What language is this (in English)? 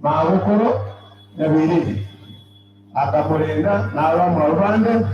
Gusii